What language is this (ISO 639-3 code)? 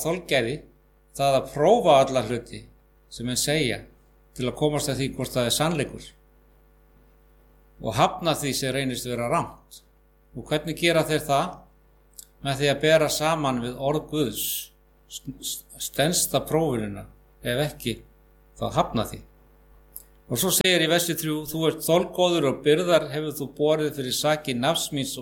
isl